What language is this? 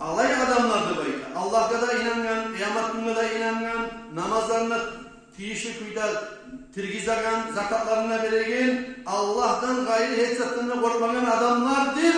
Kumyk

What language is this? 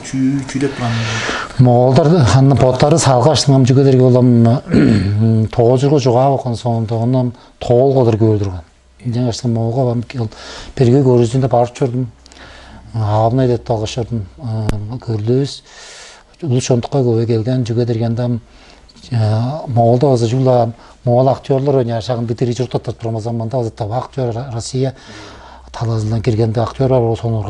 Tuvinian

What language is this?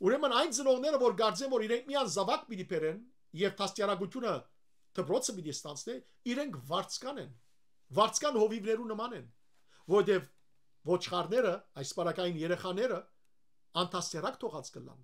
Western Armenian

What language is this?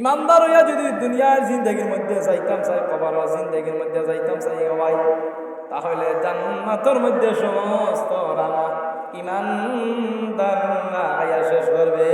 Sylheti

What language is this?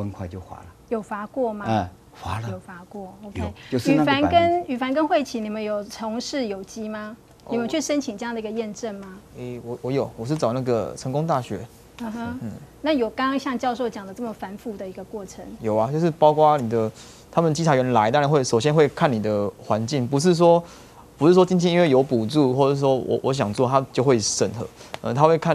Chinese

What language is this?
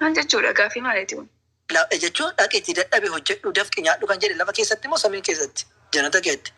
Oromo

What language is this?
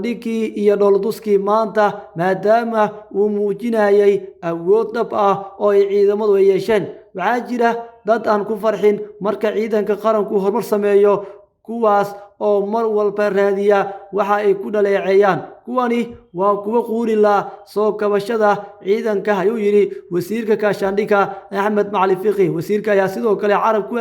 Somali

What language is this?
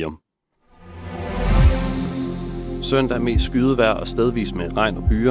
Danish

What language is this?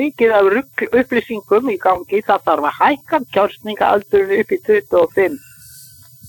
Icelandic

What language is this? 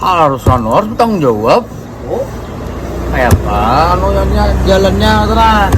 Banjar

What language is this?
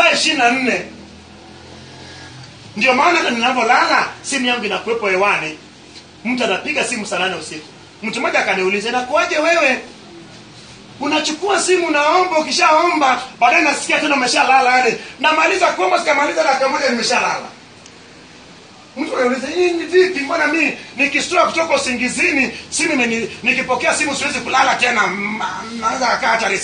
Swahili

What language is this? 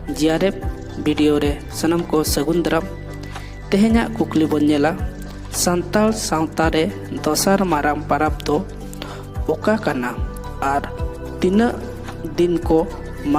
Santali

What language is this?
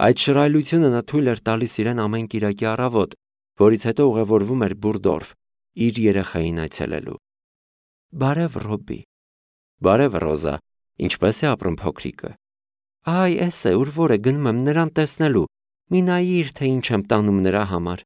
Armenian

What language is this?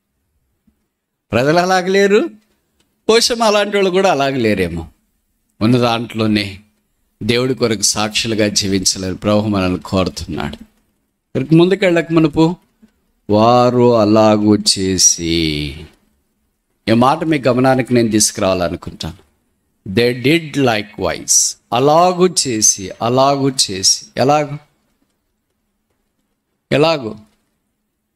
Telugu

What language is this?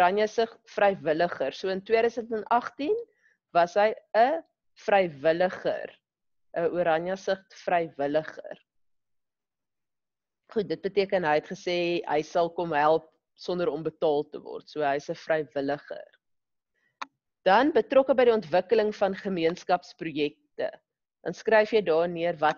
Afrikaans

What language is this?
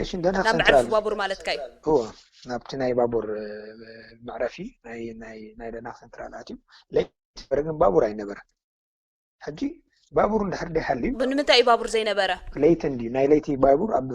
Tigrinya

